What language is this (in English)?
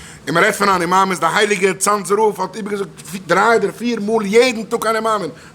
Yiddish